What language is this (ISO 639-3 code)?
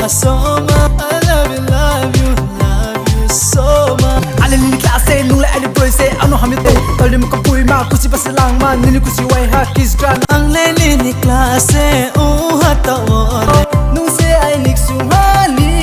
ria